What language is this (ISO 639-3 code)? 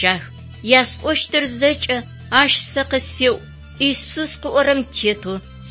ady